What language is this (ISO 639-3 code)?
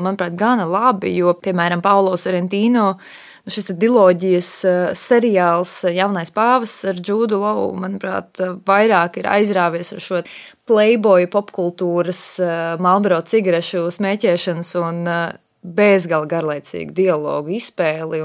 lav